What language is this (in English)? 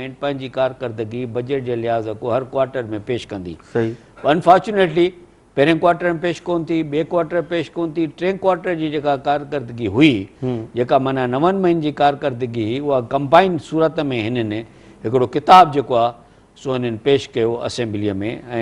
Sindhi